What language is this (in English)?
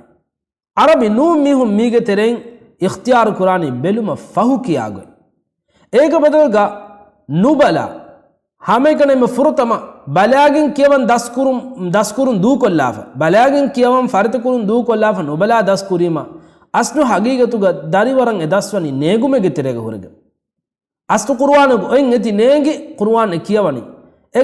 Divehi